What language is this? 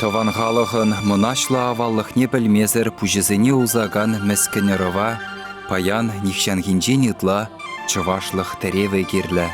Chuvash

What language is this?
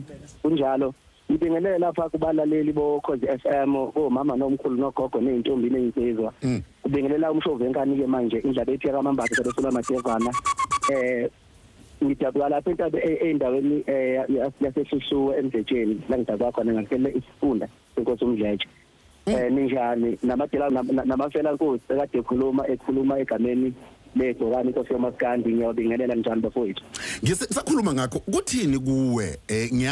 Zulu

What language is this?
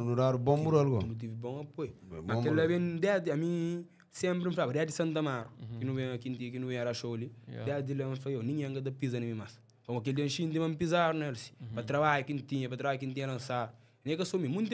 Kabuverdianu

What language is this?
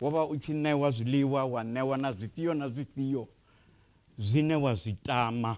Venda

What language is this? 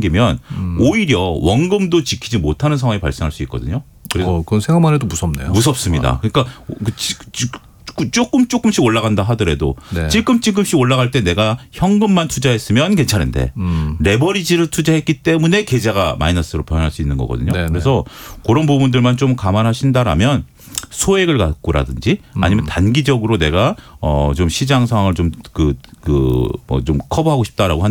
Korean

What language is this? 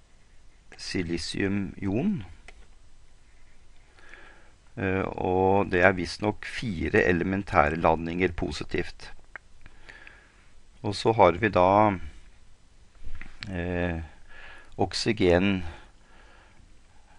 Norwegian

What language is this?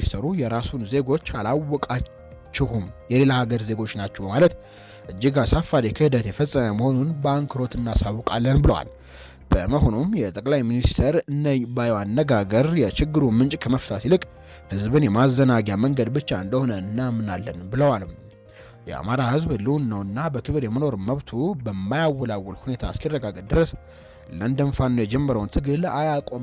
Amharic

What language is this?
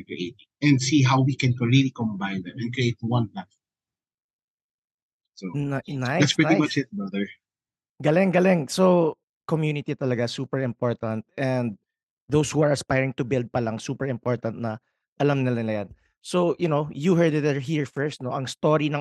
Filipino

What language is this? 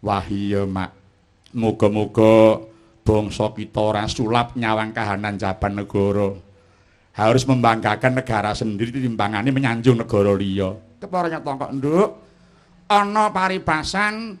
Javanese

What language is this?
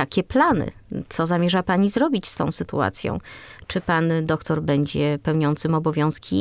Polish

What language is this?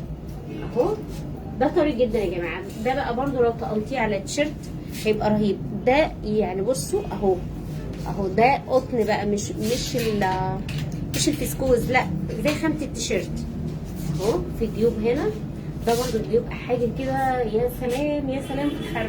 Egyptian Arabic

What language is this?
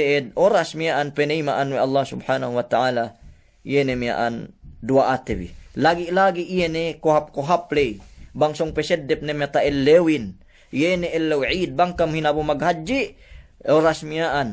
Yakan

